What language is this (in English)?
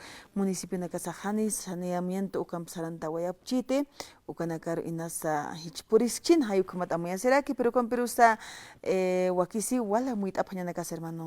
Aymara